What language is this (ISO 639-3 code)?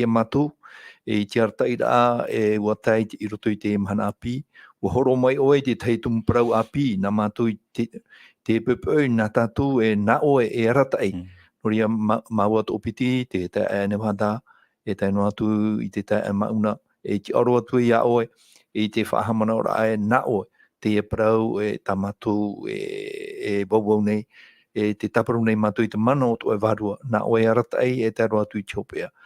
tah